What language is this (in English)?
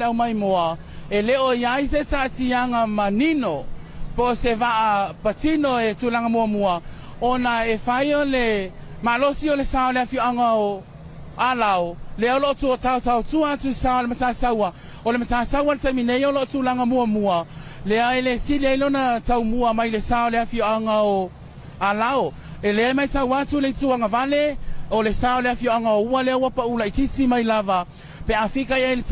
Samoan